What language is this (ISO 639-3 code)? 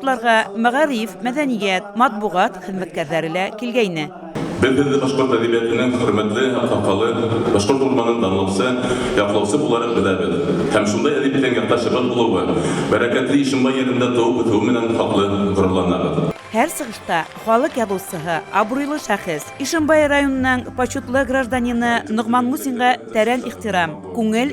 bak